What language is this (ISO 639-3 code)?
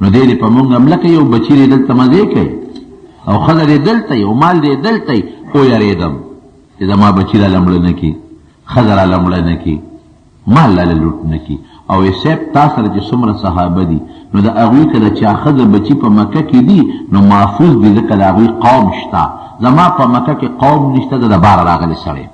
pus